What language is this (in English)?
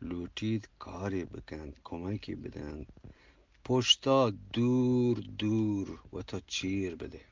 Eastern Balochi